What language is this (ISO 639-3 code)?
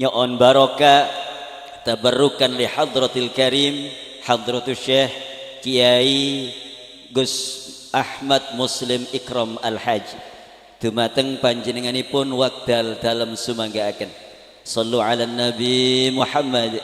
mad